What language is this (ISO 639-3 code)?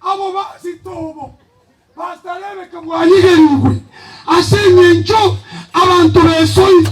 guz